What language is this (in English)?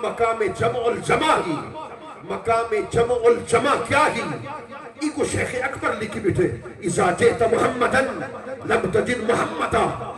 Saraiki